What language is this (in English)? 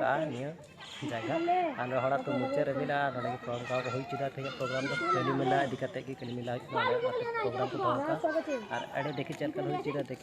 Santali